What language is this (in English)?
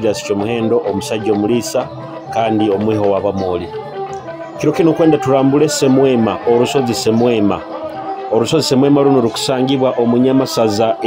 Nyoro